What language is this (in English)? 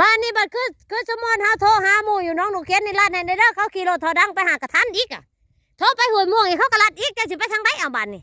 Northeastern Thai